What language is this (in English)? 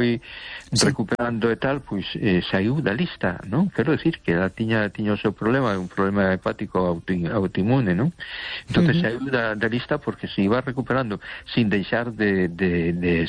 Galician